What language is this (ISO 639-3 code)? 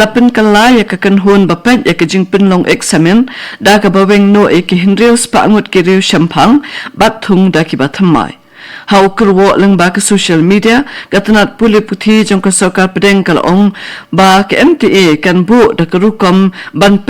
kha